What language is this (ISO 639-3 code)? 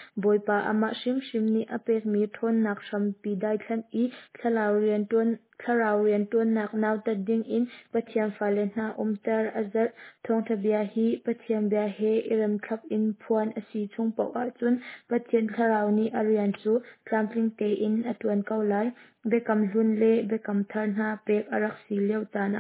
cnh